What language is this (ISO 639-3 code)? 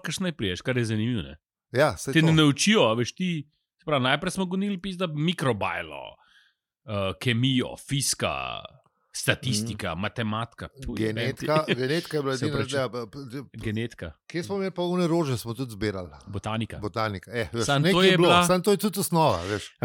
slv